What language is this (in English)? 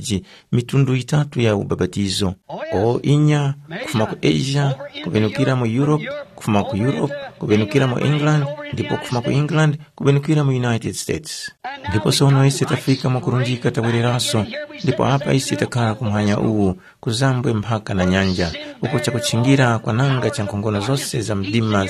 Tumbuka